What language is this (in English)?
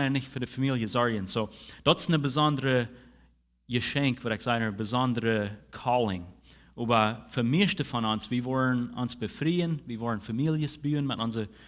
Plautdietsch